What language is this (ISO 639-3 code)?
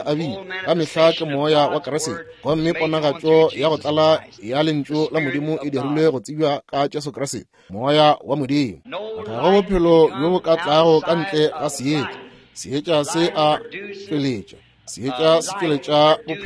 nso